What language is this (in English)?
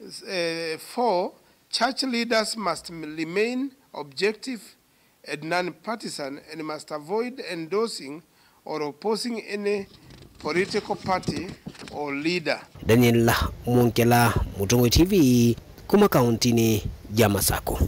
Kamba